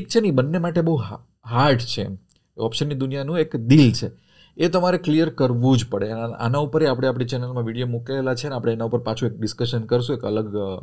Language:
Gujarati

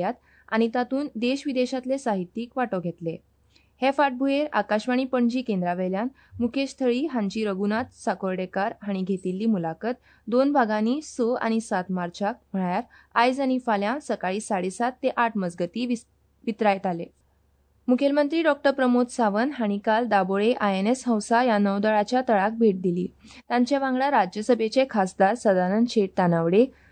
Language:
Konkani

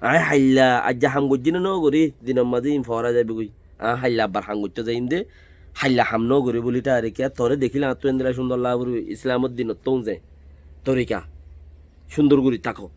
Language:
Rohingya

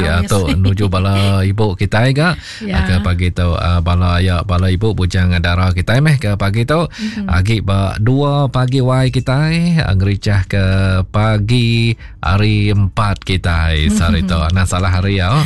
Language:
Iban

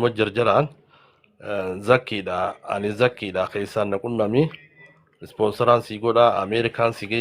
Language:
Oromo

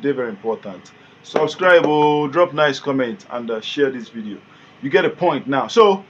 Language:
Nigerian Pidgin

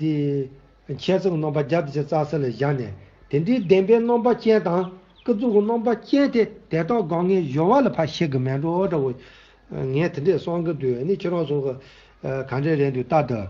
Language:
Tibetan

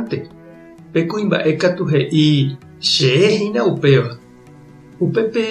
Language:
Guarani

